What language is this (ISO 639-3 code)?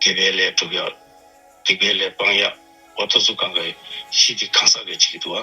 bod